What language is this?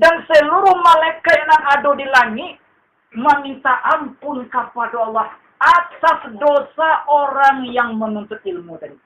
Minangkabau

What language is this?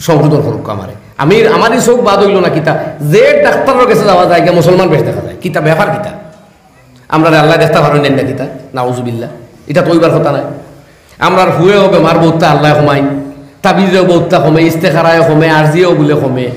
Sylheti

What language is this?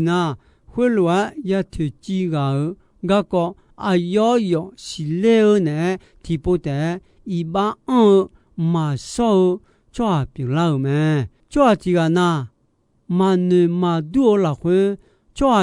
Akha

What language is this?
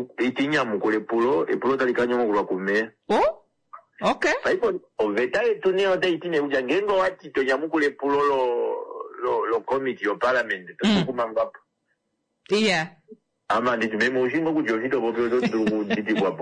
Kuanyama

